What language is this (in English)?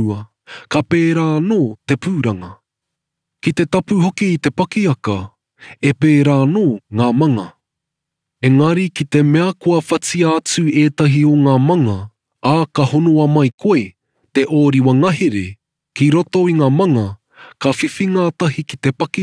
Māori